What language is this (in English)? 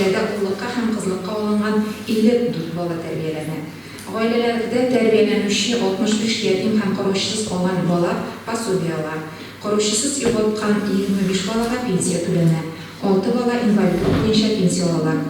Tatar